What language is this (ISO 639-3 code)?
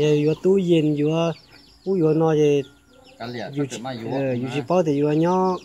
hmn